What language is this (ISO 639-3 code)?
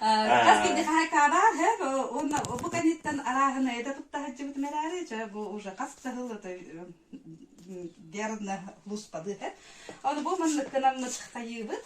sah